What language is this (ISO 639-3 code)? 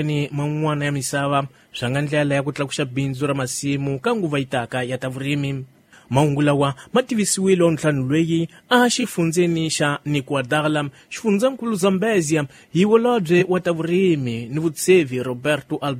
tso